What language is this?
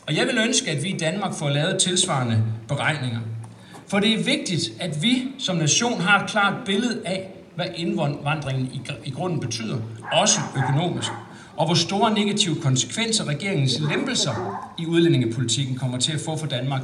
Danish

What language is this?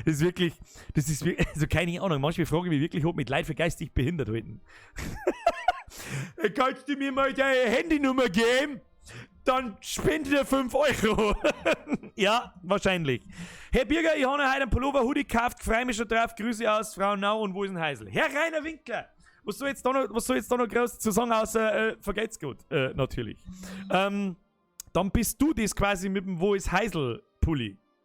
Bavarian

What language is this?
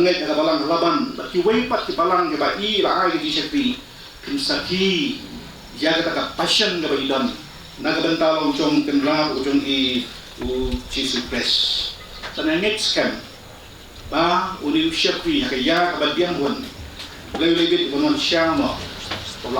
Khasi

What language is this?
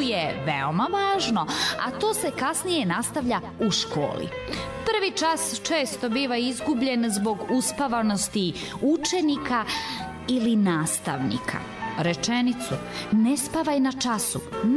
Serbian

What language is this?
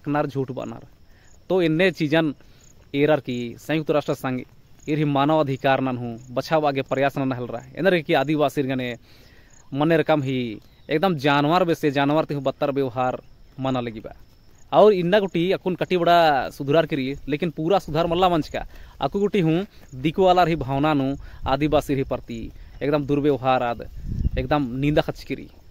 Kurukh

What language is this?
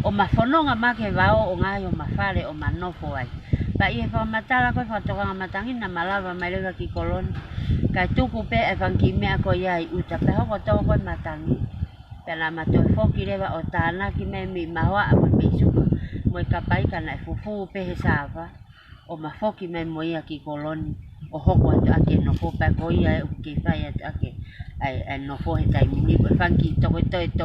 Tongan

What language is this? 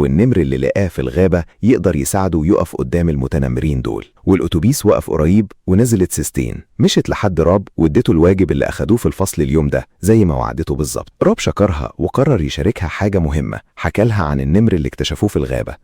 Egyptian Arabic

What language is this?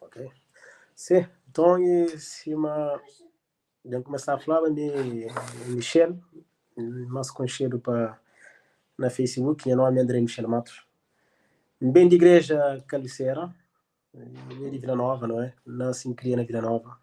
Kabuverdianu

